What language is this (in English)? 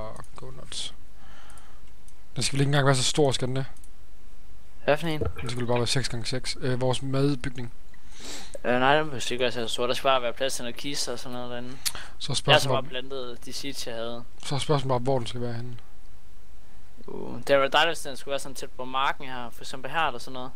Danish